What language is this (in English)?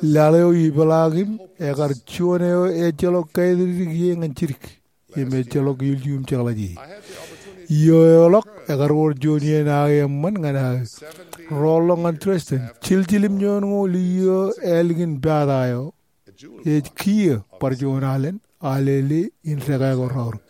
Marshallese